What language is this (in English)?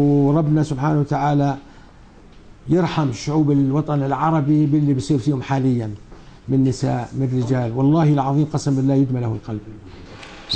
South Levantine Arabic